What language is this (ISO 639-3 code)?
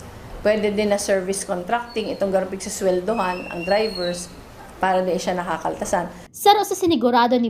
bik